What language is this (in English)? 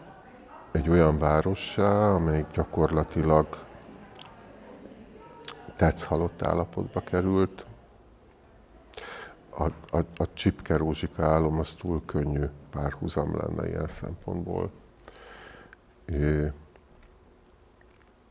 Hungarian